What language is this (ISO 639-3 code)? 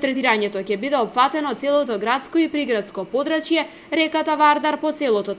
mkd